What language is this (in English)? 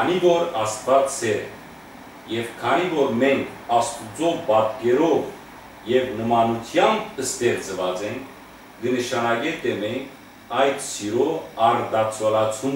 Western Armenian